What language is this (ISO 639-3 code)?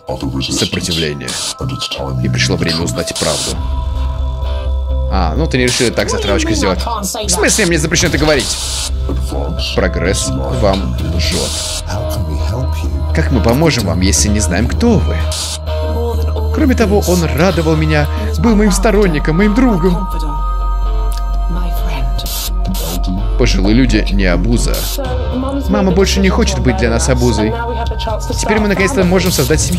rus